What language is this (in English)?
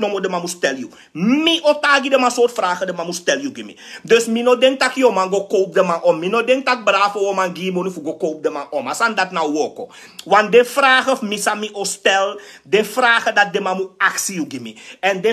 Sranan Tongo